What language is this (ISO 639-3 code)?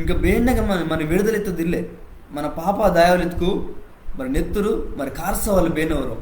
kff